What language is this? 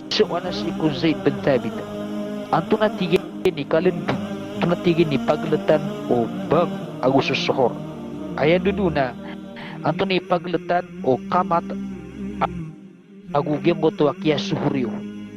Maranao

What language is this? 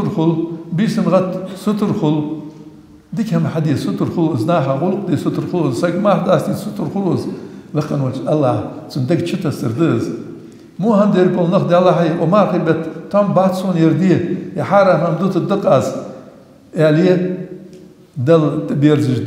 Ingush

